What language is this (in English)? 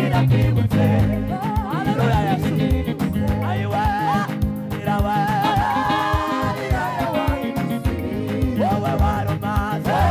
Kinyarwanda